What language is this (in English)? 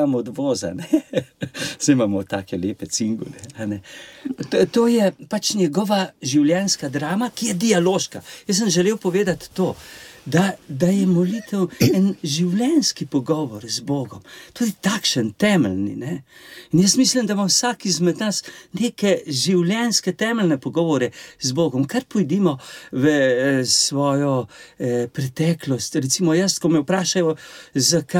Slovenian